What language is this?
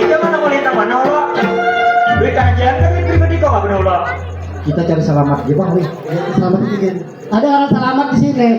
Banjar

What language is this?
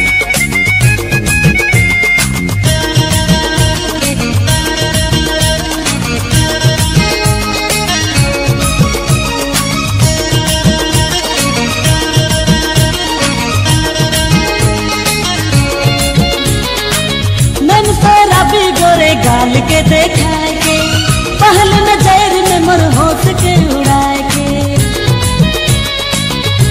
Sadri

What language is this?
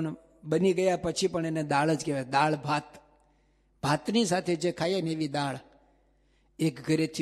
Gujarati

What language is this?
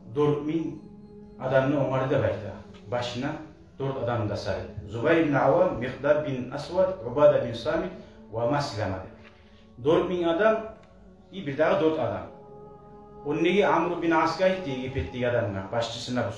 Kumyk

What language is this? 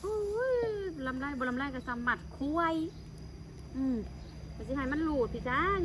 Lao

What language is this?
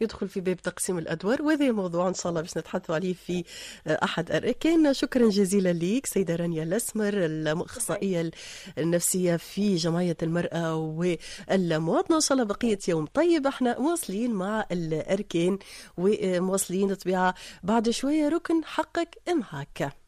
Tunisian Arabic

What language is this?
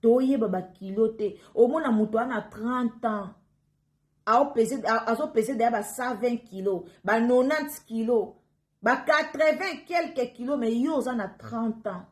Lingala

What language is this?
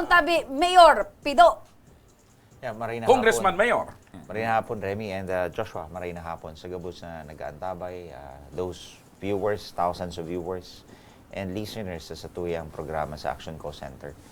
Bikol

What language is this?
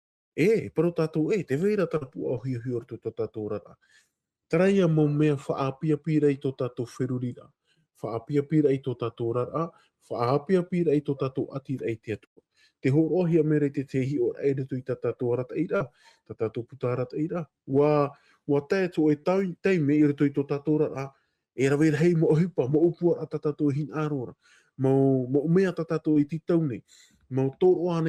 Tahitian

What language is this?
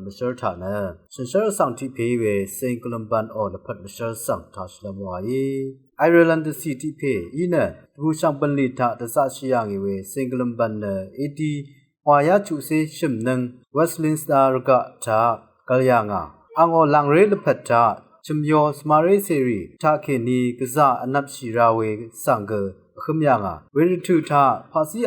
Rawang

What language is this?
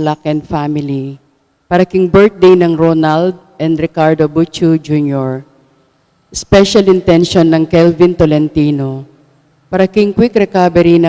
Pampanga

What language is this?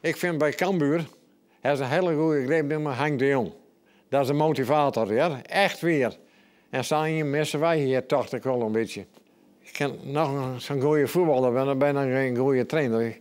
Western Frisian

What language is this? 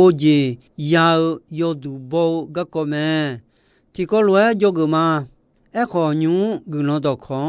Akha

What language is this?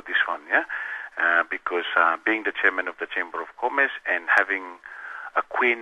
Tok Pisin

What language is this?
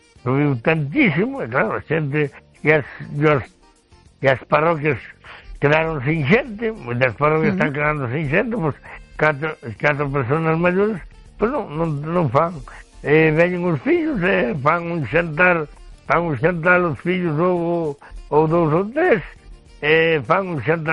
Galician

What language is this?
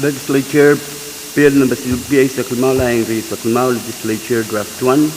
Pohnpeian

